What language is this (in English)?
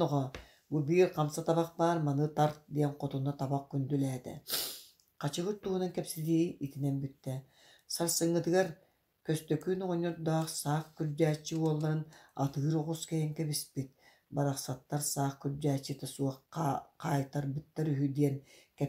Yakut